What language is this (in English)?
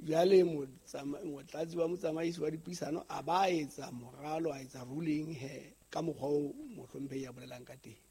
Southern Sotho